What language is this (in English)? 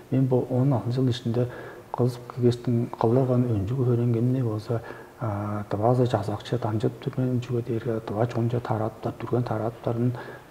Tuvinian